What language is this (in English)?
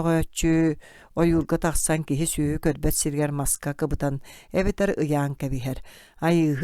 Yakut